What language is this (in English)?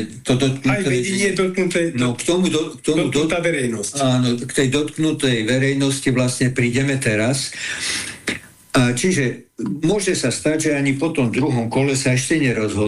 Slovak